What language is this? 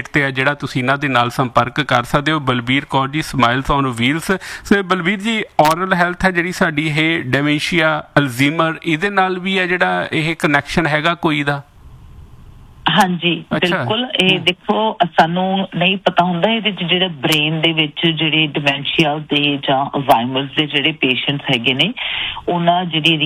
Punjabi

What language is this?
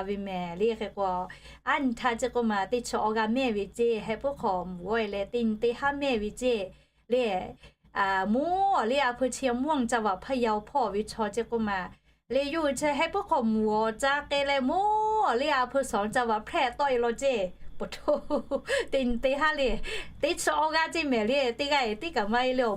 Lahu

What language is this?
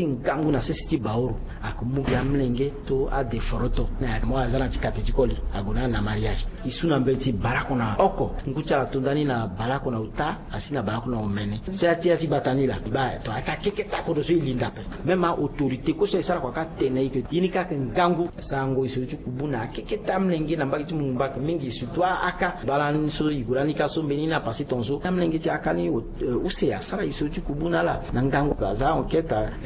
Sango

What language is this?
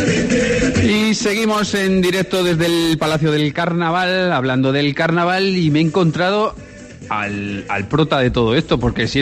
Spanish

